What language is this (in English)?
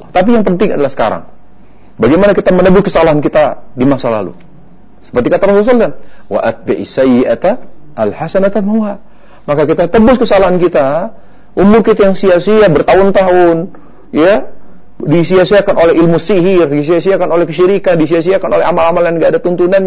Indonesian